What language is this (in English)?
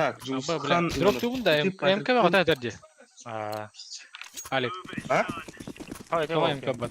Yakut